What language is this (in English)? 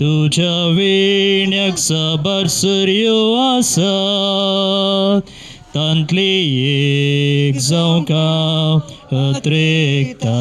Konkani